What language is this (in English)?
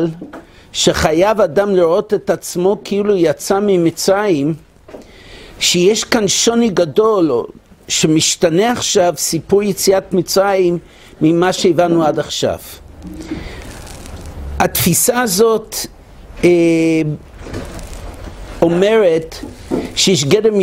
Hebrew